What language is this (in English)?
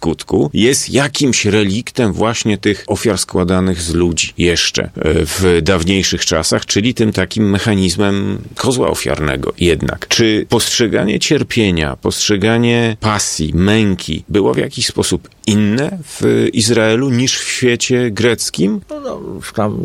Polish